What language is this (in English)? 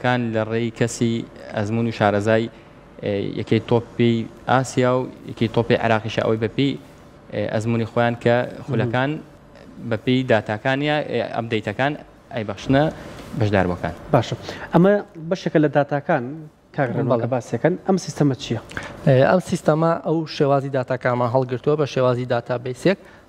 Central Kurdish